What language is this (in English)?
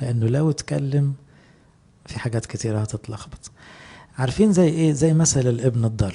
Egyptian Arabic